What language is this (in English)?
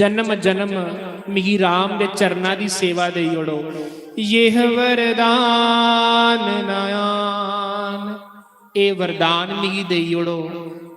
Dogri